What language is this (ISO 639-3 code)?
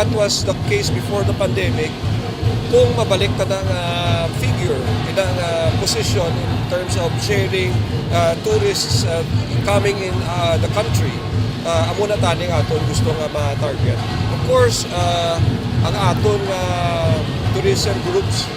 hil